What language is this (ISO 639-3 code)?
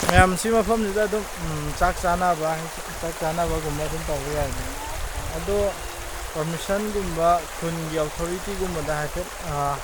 mni